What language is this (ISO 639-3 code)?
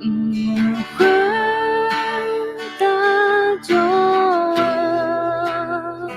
ahk